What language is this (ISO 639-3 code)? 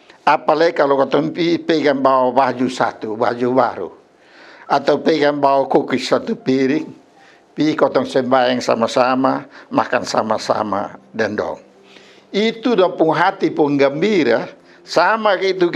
mkn